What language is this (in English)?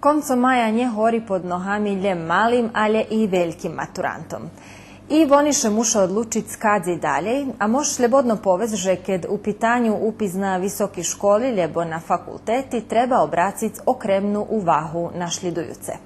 Rusyn